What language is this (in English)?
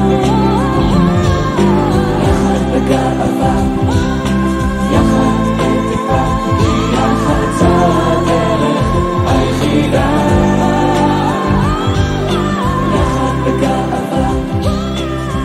Hebrew